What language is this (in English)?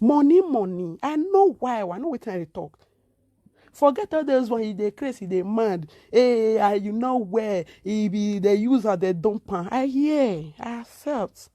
Nigerian Pidgin